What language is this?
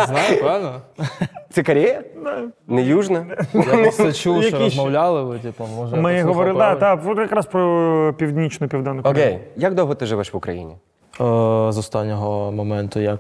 Ukrainian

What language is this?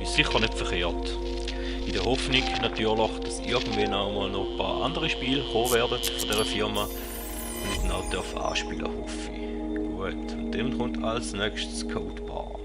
Swiss German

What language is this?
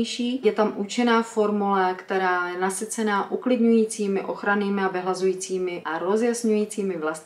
Czech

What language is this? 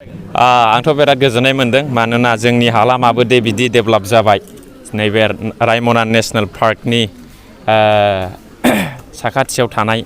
Bodo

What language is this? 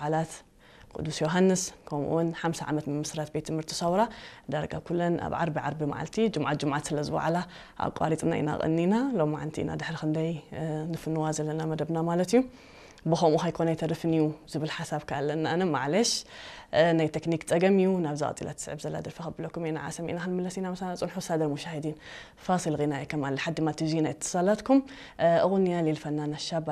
Tigrinya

